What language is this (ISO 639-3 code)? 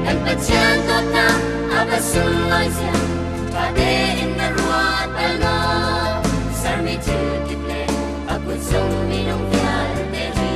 cnh